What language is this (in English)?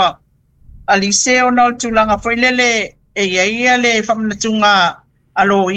Samoan